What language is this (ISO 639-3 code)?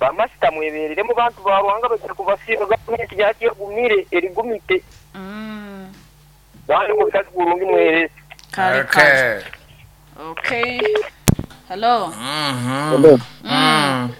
nyo